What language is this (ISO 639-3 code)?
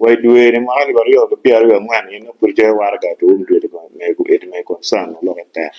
ach